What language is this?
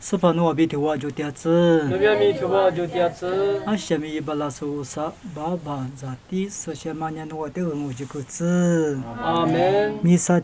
Lisu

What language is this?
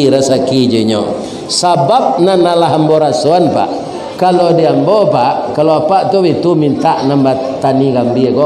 Minangkabau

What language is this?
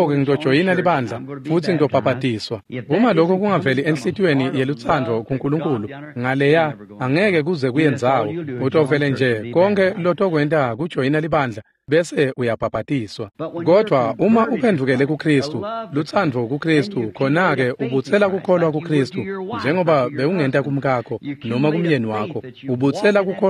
Swati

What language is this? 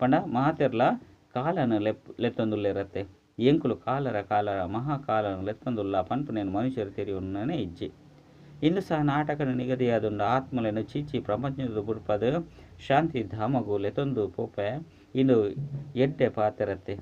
Tulu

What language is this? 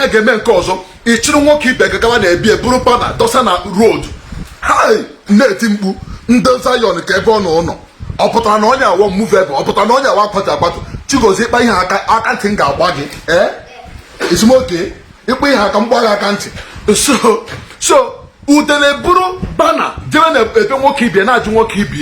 Igbo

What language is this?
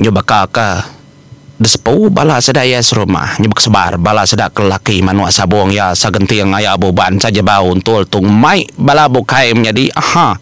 Iban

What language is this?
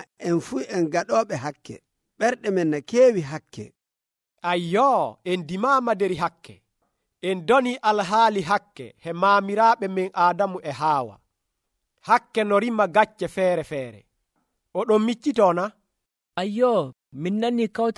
Nigerian Fulfulde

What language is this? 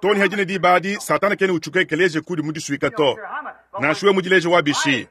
Luba-Lulua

